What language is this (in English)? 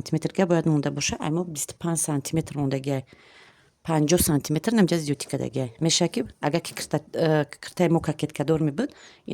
Tajik